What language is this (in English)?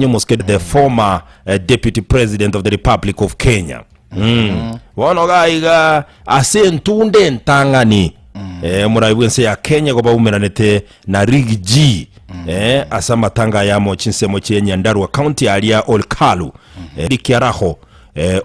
Gusii